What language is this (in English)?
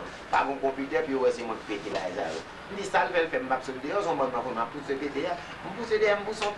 Haitian Creole